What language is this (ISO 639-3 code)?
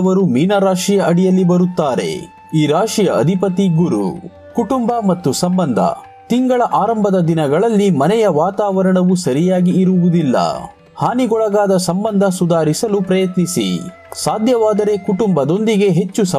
kan